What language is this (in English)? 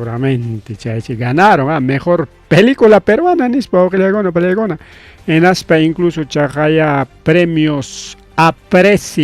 Ayacucho Quechua